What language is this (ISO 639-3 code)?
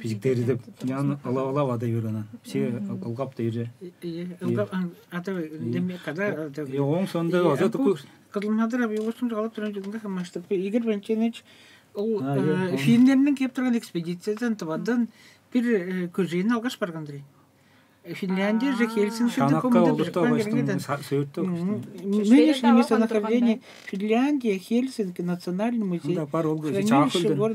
tyv